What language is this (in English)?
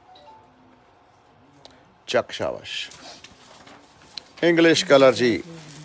Punjabi